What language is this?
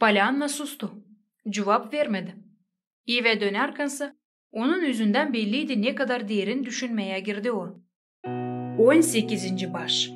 Gagauz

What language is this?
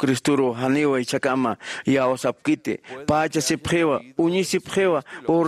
Aymara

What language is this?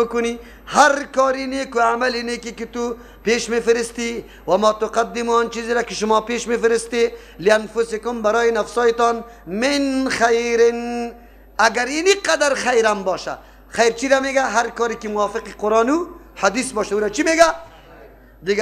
Persian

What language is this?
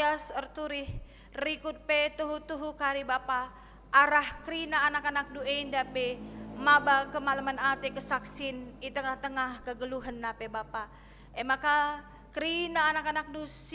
Batak Karo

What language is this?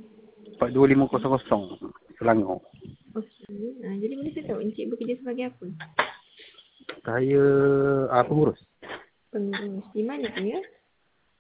Malay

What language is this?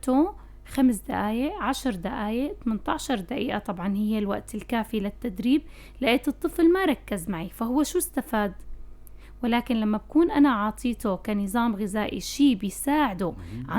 North Levantine Arabic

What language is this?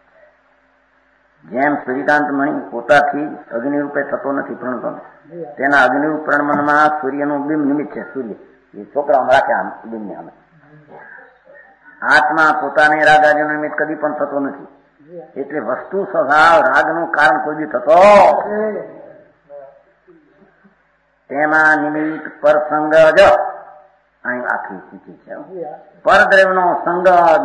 Gujarati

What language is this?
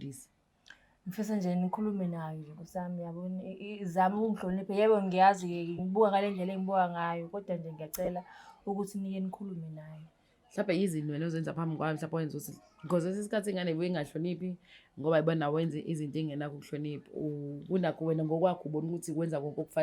Zulu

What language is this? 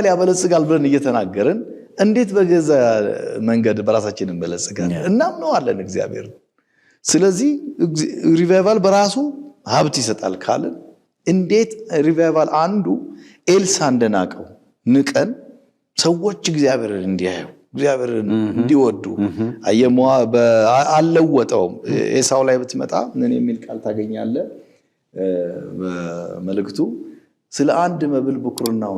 Amharic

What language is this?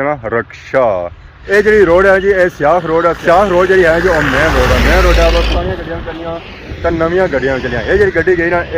Pahari-Potwari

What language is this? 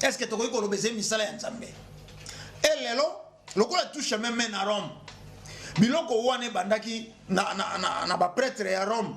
Lingala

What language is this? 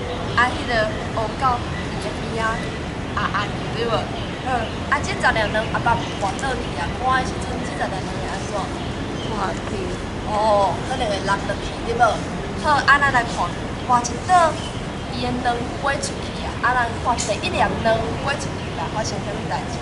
Min Nan Chinese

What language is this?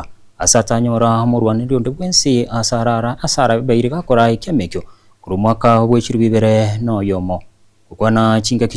Gusii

